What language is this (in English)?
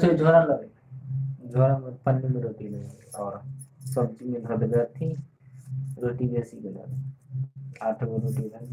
Maithili